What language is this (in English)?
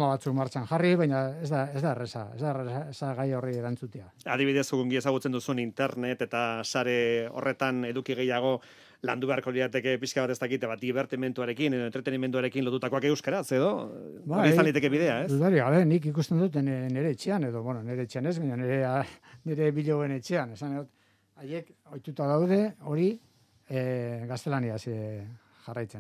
Basque